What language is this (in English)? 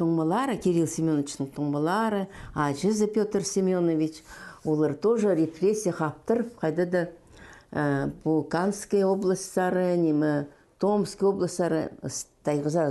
Khakas